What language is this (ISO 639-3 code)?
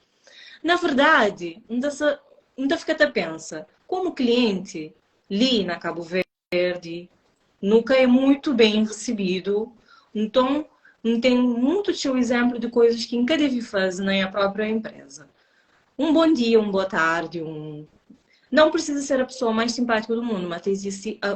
kea